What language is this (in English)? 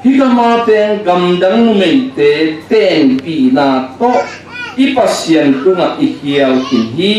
Tedim Chin